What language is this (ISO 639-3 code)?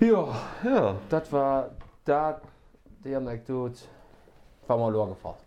ltz